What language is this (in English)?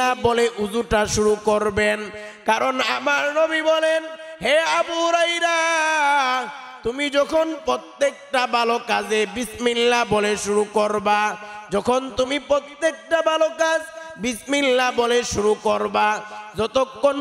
Bangla